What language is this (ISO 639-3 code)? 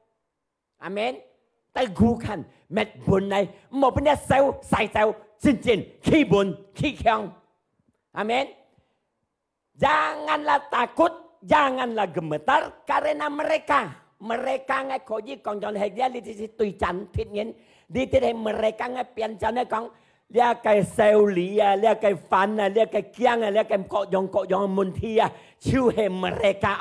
hak